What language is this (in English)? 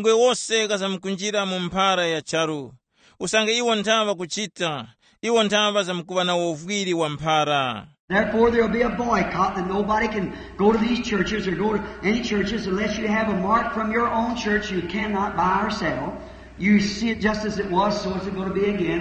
Tumbuka